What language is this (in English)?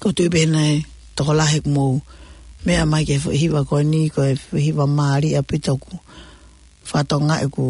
Tongan